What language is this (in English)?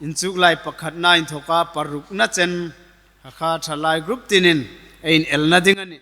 Hmar